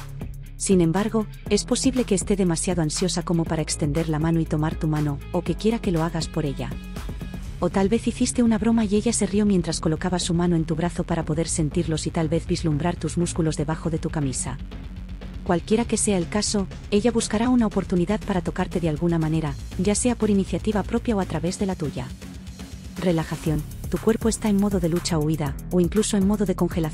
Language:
Spanish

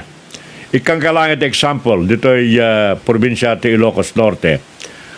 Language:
Iloko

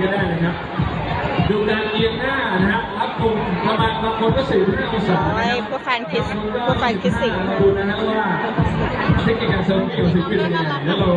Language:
Thai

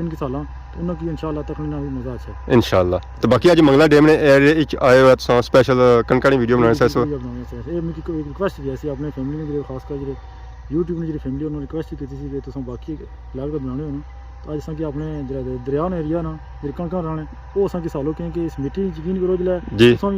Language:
Pahari-Potwari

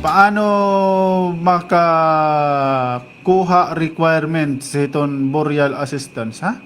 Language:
Waray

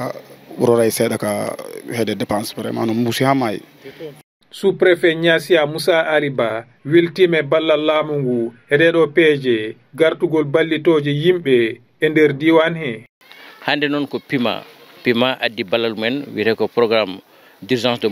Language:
Fula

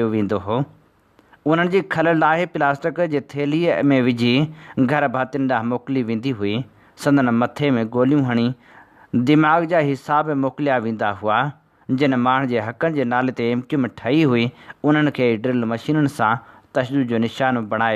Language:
Sindhi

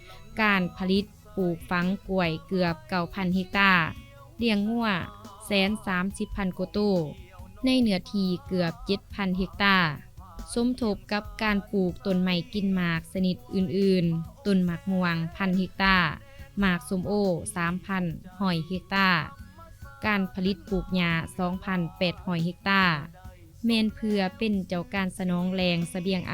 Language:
Lao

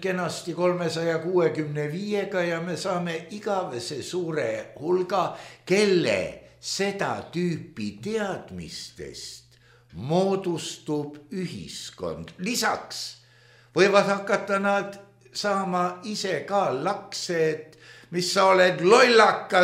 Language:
Estonian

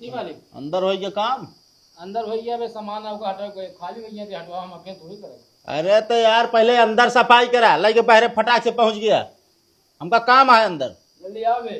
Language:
Awadhi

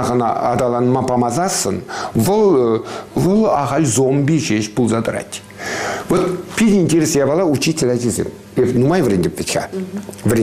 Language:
Chuvash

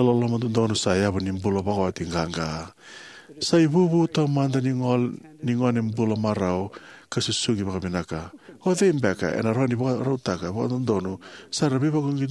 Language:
Fijian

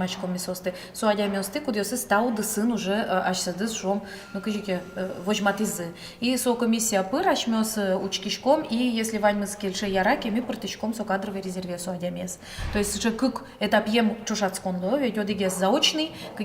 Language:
Udmurt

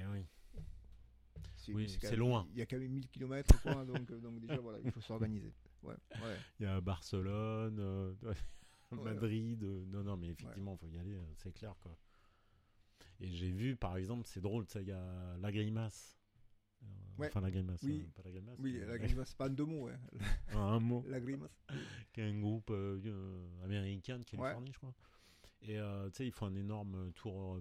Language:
French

